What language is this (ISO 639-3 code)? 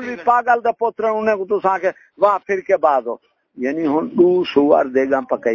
skr